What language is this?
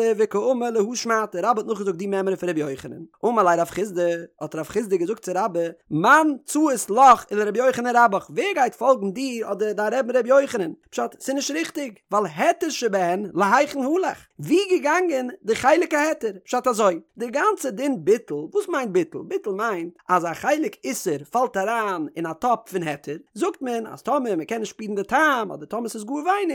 Yiddish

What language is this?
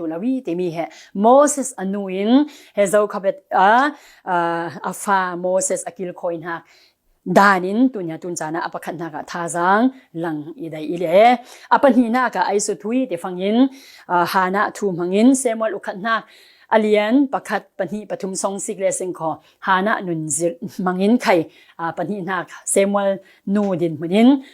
Falam Chin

